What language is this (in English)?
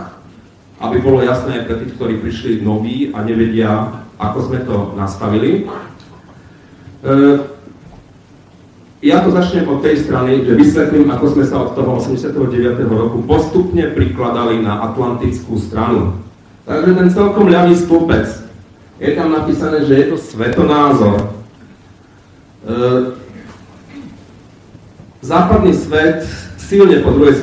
Slovak